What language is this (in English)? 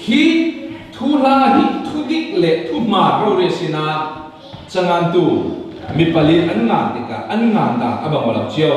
Falam Chin